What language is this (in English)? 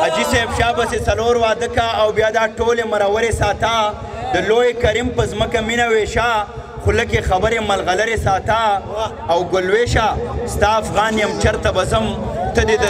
Pashto